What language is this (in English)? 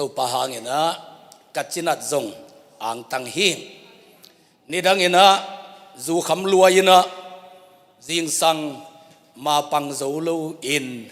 Tedim Chin